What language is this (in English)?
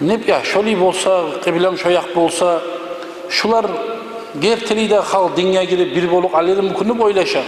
Kumyk